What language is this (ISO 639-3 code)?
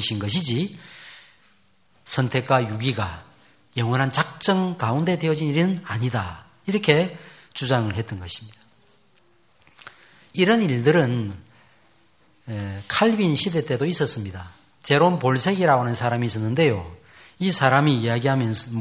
kor